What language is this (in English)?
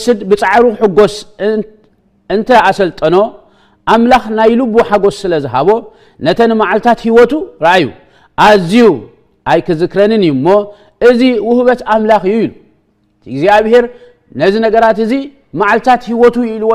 Tigrinya